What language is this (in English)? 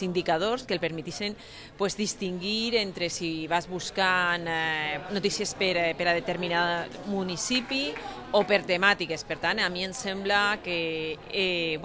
Catalan